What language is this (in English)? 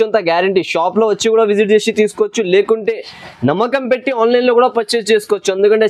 Telugu